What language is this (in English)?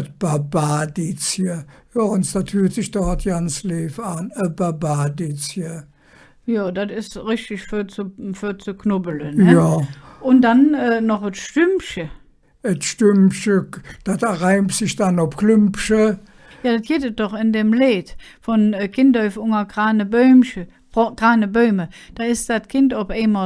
Colognian